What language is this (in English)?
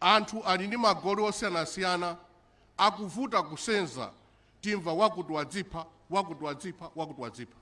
Nyanja